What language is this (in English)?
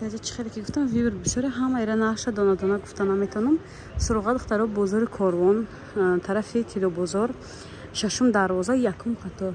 Tajik